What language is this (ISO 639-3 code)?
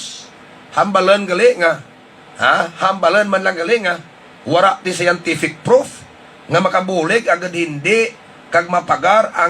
hil